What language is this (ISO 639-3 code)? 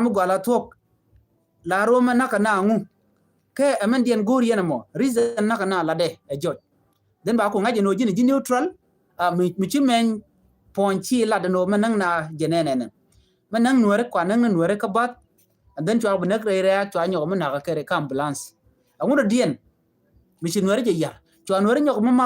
nus